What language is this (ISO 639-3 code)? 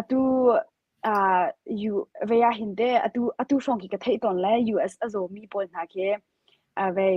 cnh